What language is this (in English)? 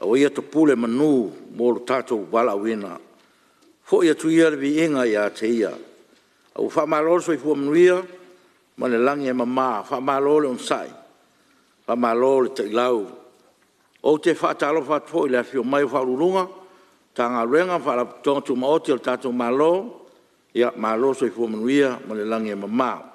Samoan